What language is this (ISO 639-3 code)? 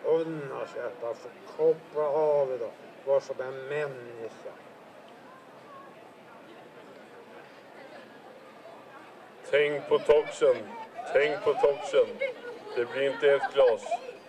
swe